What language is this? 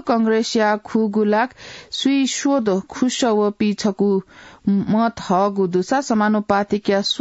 Newari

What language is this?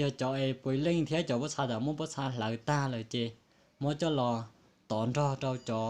Hmong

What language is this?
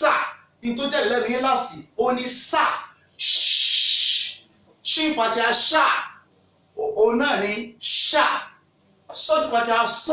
Yoruba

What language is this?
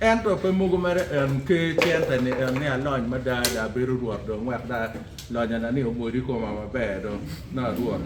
Acoli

